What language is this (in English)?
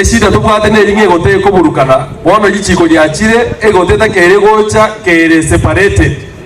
Gusii